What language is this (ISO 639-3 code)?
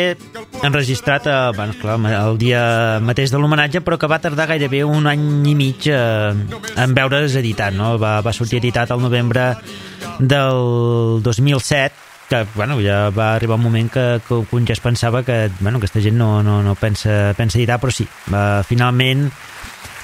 cat